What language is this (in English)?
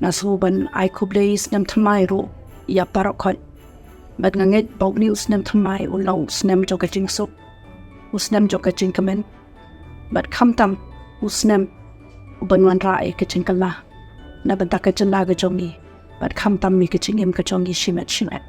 Khasi